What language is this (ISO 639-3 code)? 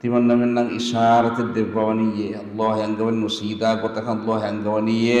div